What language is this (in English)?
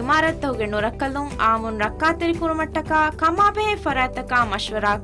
Divehi